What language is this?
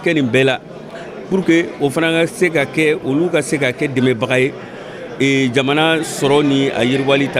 Bambara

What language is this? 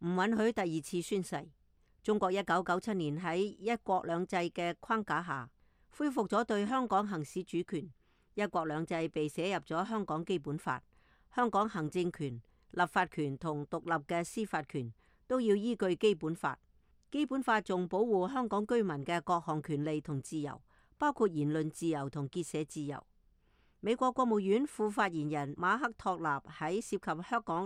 Cantonese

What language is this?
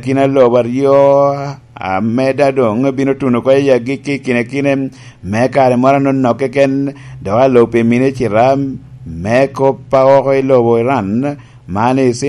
Lango (Uganda)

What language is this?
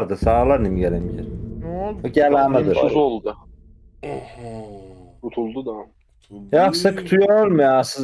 South Azerbaijani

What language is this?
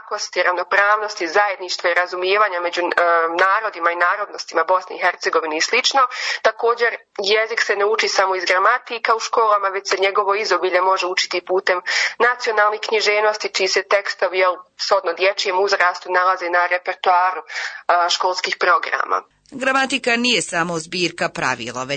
Bosnian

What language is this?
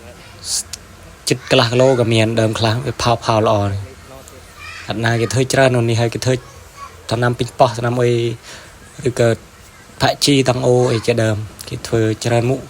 Khmer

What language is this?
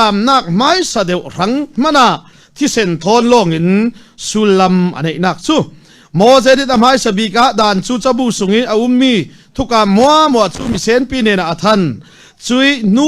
Falam Chin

